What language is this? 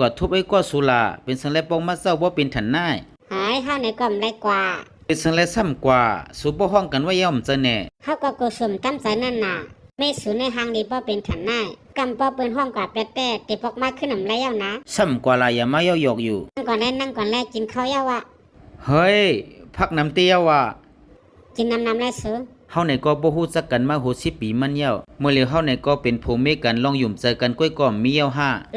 Shan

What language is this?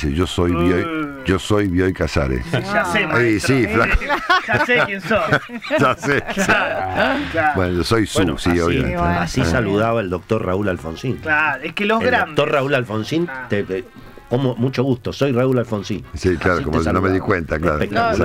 Spanish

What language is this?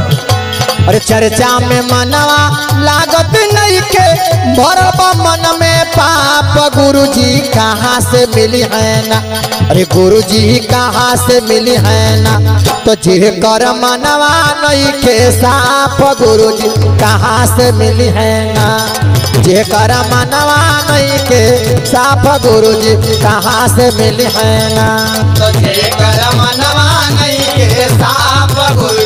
Bhojpuri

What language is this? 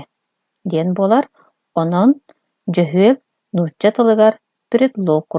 Yakut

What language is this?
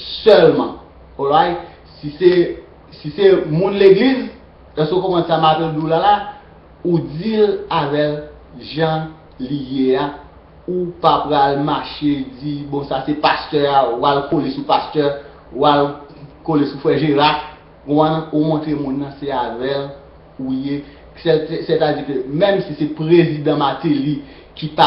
Haitian Creole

